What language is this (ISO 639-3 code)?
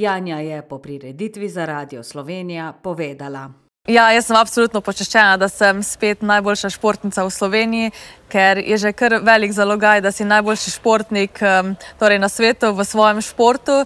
slv